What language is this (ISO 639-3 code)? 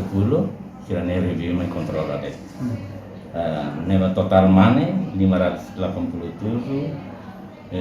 tet